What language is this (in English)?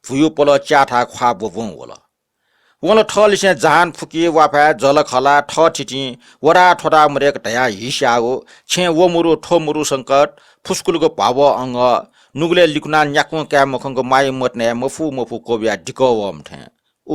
Newari